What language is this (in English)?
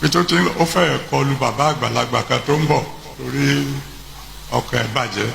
Yoruba